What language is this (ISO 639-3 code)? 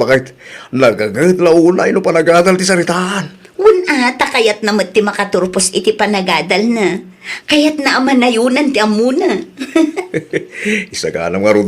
ilo